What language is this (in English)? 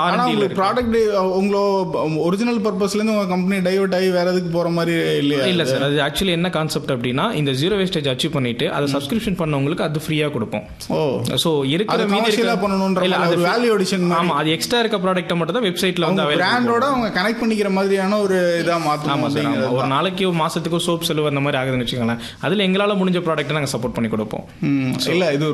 Tamil